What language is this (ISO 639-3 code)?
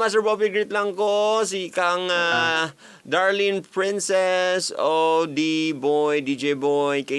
ceb